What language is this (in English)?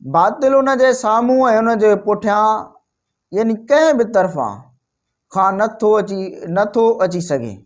Sindhi